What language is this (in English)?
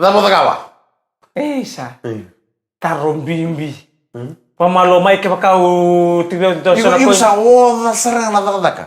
Fijian